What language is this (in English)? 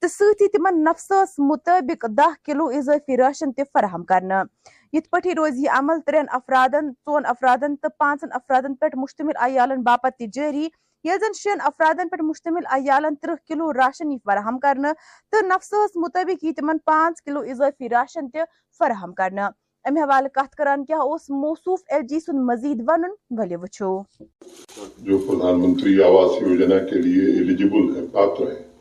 Kashmiri